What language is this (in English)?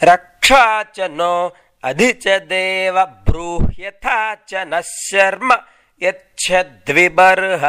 Sanskrit